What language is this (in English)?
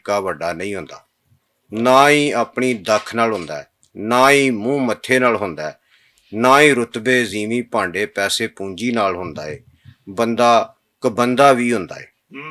Western Panjabi